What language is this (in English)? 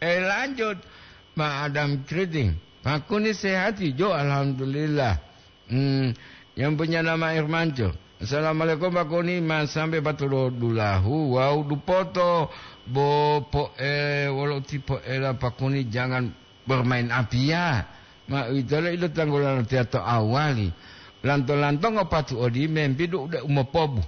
Gorontalo